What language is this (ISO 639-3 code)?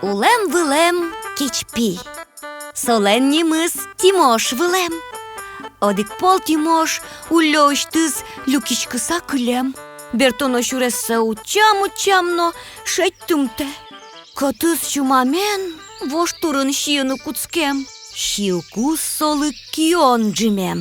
udm